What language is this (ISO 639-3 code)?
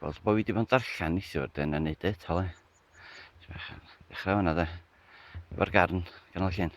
cym